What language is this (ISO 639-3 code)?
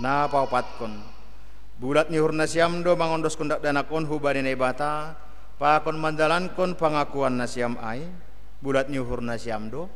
bts